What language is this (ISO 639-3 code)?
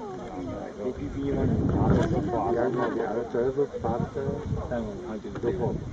pol